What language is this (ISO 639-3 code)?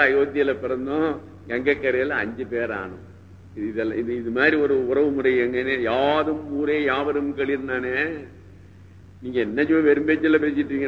tam